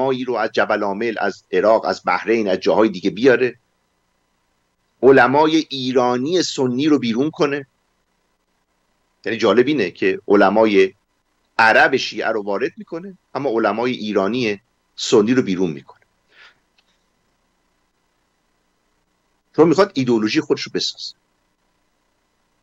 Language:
Persian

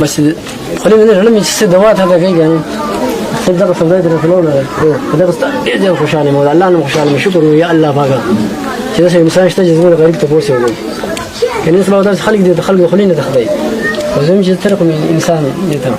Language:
Pashto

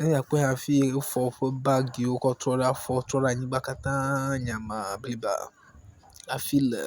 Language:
Ewe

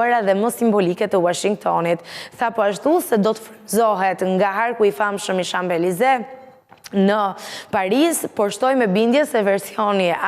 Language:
Albanian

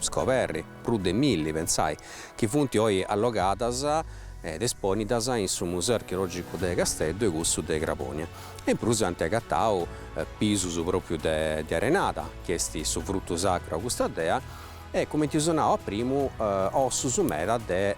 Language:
Sardinian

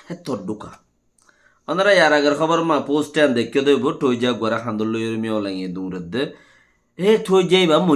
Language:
Rohingya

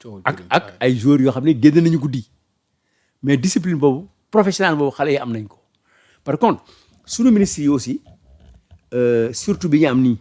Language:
Wolof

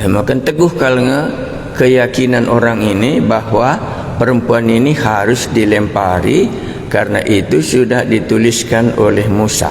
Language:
Batak Karo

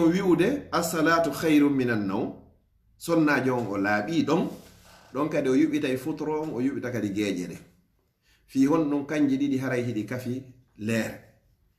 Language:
Fula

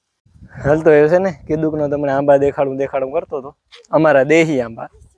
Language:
Gujarati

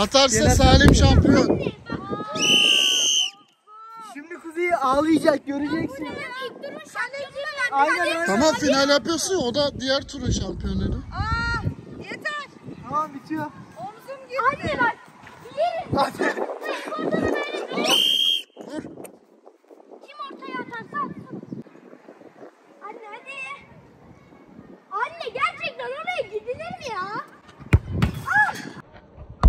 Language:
Turkish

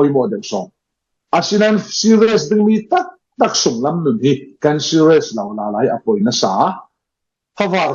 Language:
Falam Chin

